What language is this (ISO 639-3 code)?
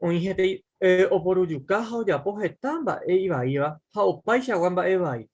grn